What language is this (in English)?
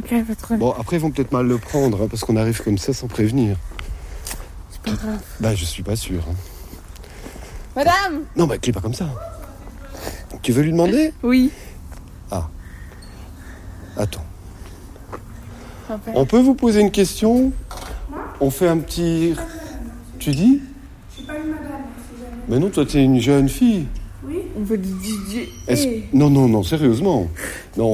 French